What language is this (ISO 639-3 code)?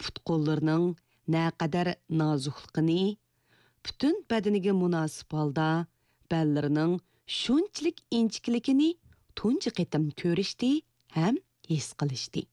uig